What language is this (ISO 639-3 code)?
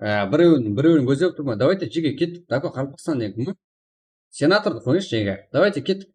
kaa